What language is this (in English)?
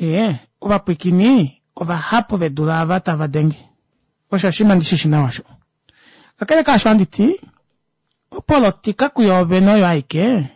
Kuanyama